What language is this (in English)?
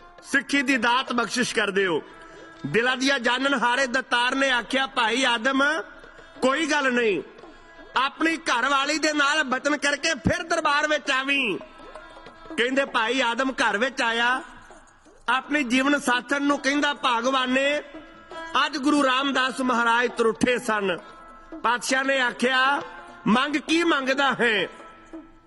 Punjabi